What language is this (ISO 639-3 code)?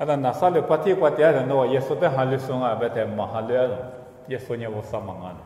lis